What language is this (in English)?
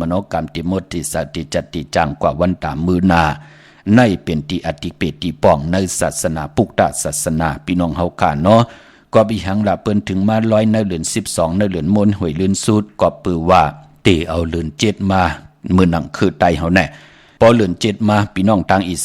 Shan